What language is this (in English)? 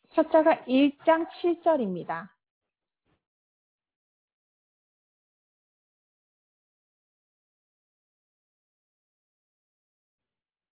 Korean